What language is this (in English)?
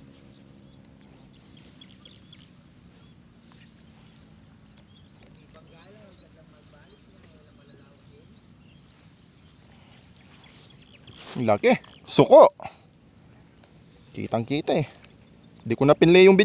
Filipino